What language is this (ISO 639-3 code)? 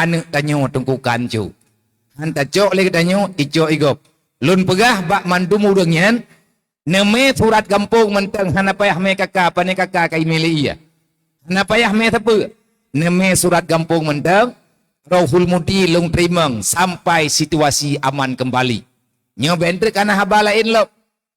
ace